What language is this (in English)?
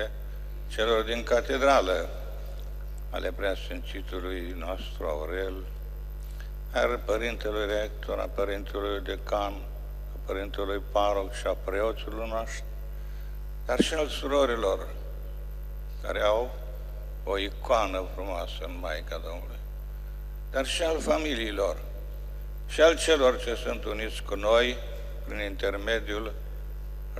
Romanian